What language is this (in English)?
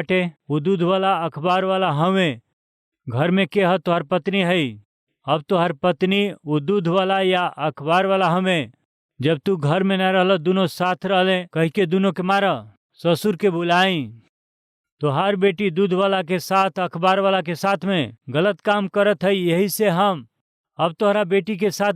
Bhojpuri